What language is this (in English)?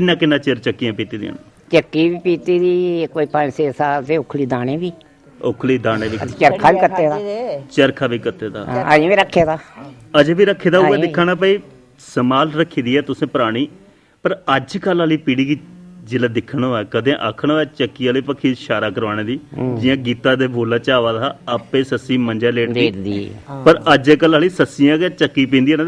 Dogri